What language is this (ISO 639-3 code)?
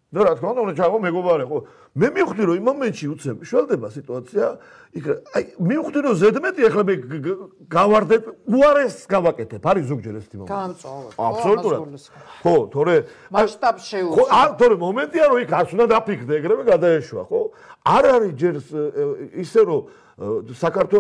kat